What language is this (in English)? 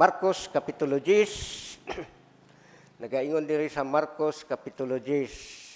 Cebuano